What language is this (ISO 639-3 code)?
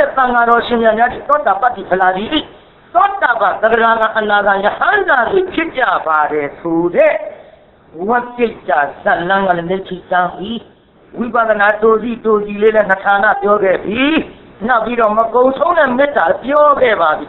mya